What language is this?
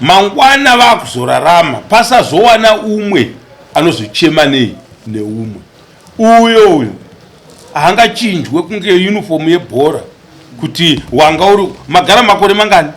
Shona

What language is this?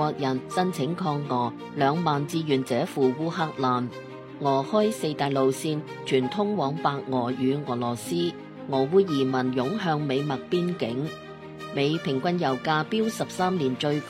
Cantonese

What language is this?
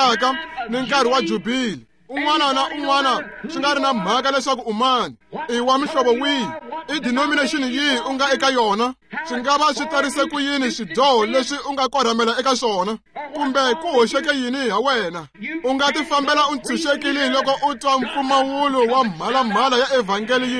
Tsonga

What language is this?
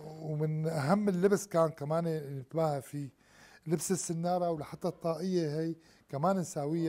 Gulf Arabic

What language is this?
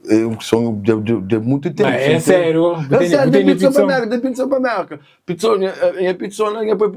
Kabuverdianu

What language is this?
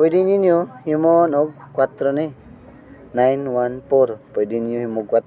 Cebuano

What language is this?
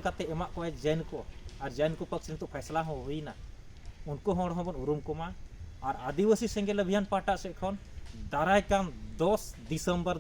Santali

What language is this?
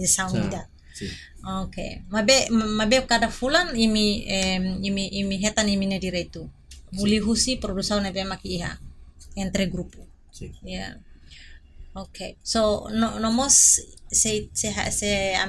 Tetum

